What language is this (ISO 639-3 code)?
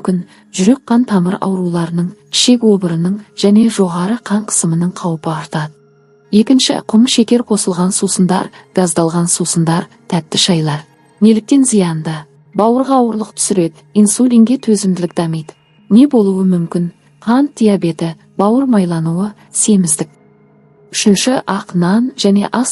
kaz